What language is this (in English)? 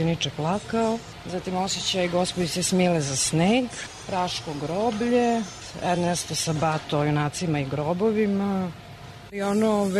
Serbian